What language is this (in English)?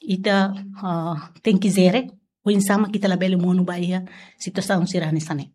Tetum